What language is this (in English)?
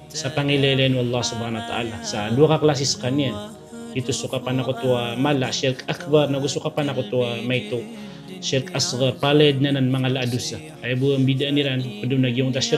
Maranao